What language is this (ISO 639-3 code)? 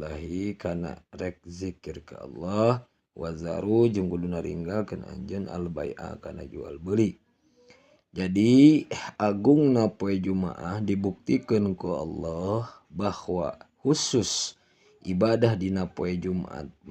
sun